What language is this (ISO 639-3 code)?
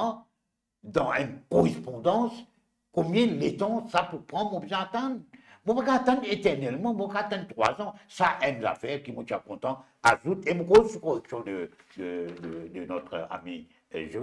mfe